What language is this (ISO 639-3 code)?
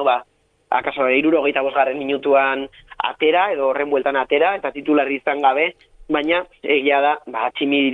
eus